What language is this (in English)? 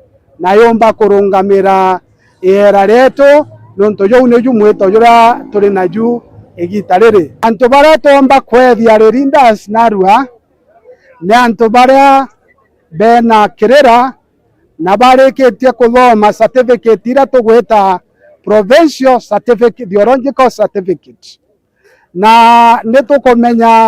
Meru